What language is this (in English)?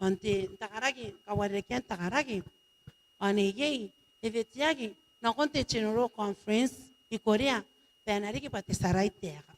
Gilbertese